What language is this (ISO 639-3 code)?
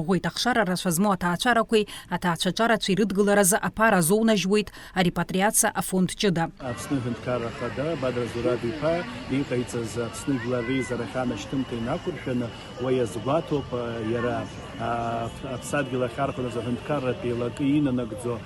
abk